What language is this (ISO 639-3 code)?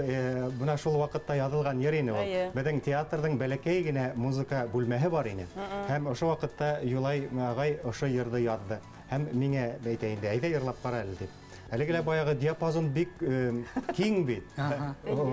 bak